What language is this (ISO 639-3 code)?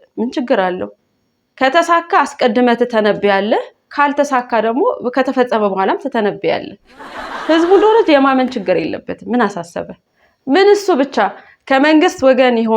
amh